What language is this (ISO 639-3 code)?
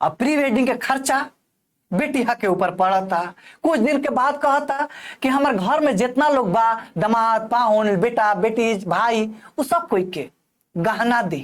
bho